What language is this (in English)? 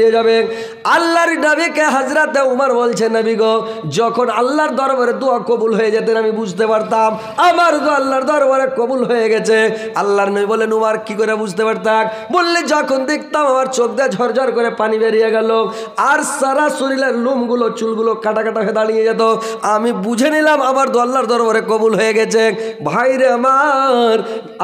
Bangla